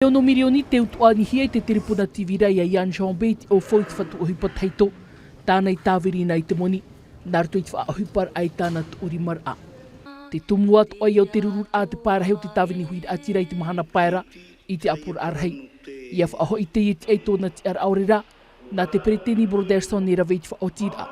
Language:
Tahitian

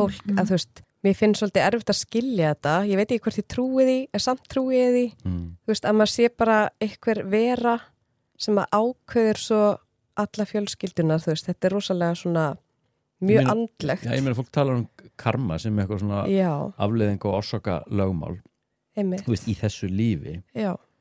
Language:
Icelandic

